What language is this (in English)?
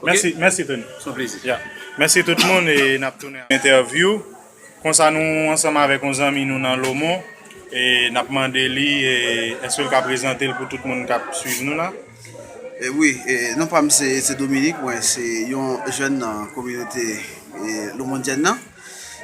Haitian Creole